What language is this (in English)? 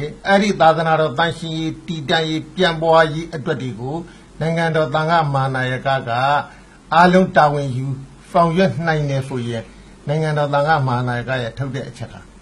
Burmese